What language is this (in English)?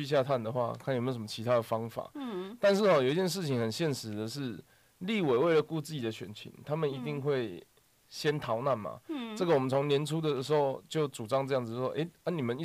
Chinese